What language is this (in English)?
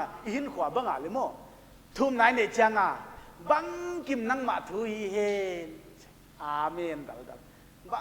Paite Chin